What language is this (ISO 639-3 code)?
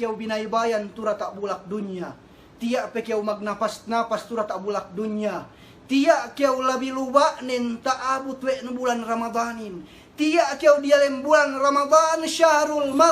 yka